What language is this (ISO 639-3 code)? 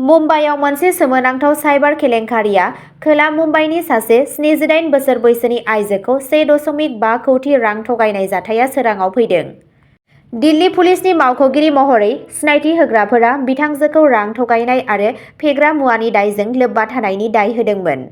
brx